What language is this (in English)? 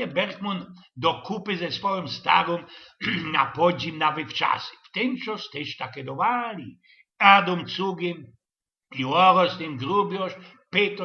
Silesian